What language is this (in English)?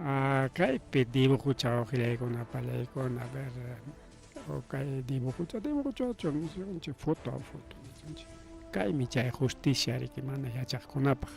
Ayacucho Quechua